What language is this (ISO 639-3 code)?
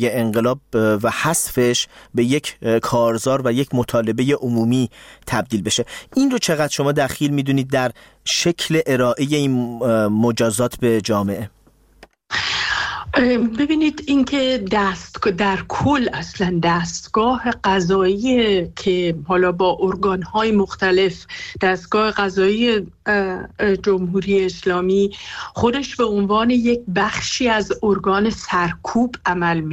fas